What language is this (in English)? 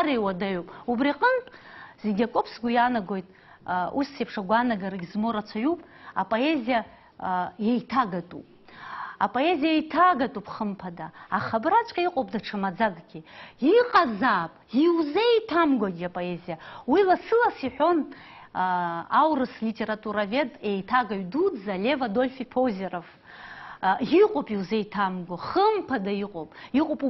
Abkhazian